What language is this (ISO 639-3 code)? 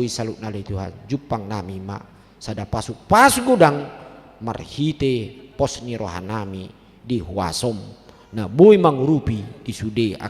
bbc